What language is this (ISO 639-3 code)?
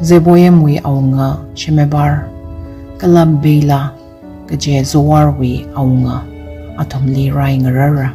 nmf